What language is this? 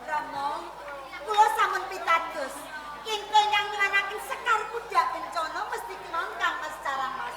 Javanese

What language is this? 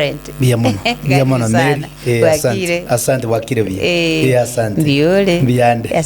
Gusii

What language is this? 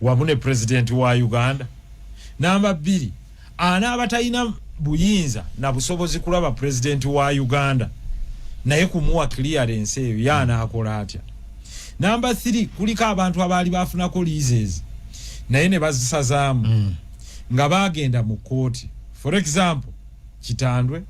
Ganda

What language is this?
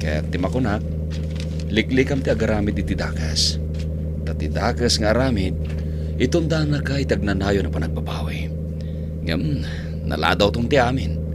Iloko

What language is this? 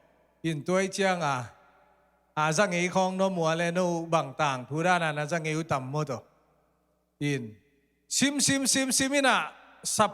Tedim Chin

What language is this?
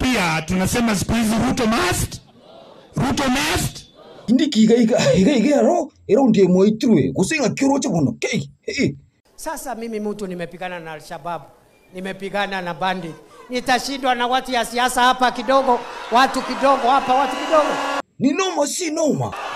Gusii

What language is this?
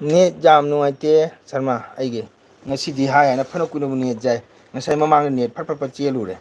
Manipuri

